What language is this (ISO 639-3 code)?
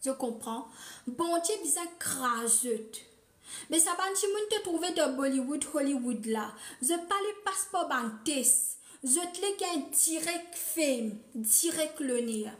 mfe